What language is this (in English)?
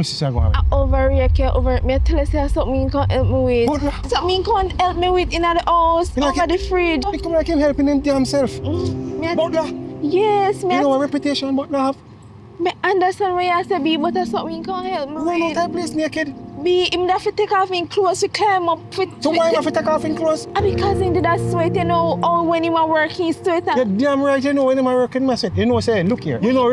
Jamaican Creole English